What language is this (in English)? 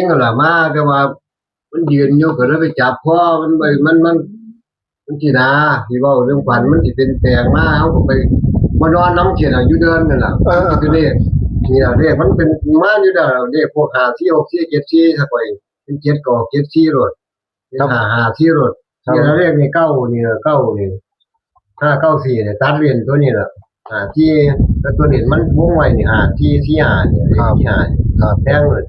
Northeastern Thai